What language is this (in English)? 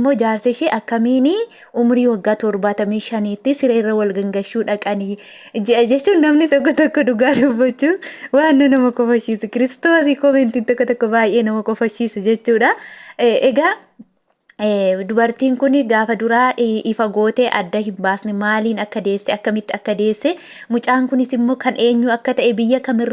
Oromo